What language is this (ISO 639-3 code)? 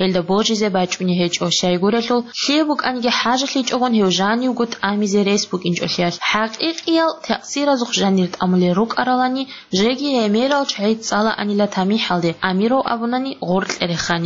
ava